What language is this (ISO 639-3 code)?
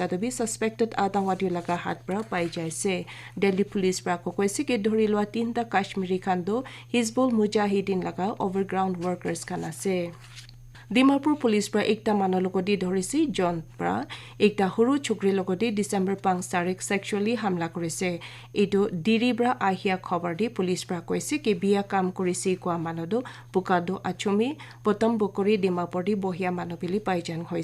nag